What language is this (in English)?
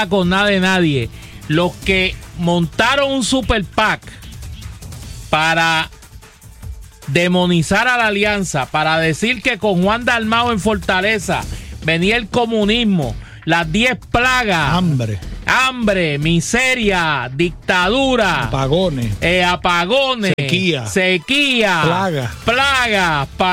Spanish